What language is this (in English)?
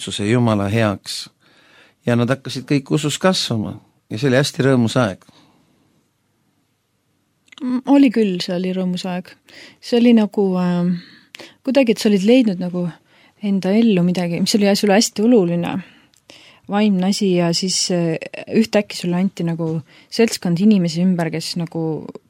Estonian